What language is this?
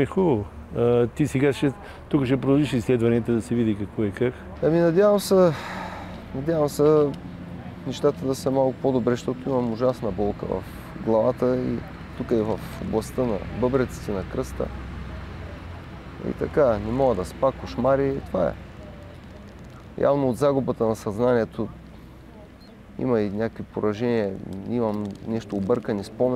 Bulgarian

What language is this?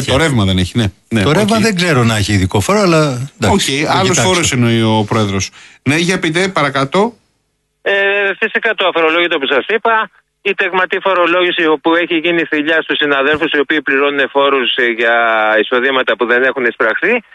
Greek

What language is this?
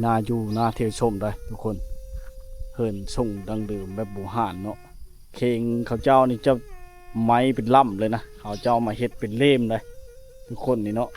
Lao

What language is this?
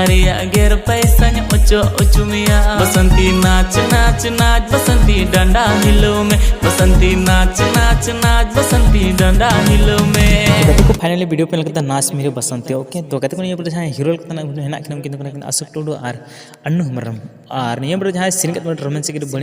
Santali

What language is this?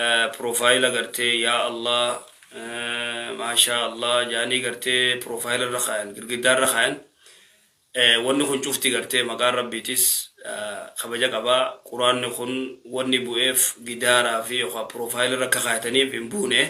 Oromo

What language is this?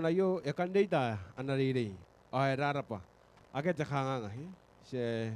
Gilbertese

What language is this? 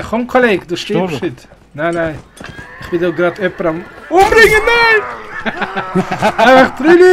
Swiss German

